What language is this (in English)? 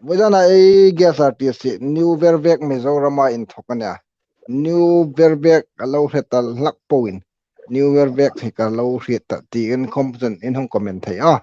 Hmar